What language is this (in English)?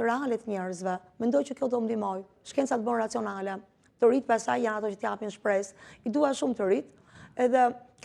Albanian